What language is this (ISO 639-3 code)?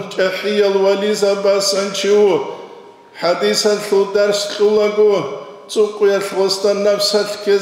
ava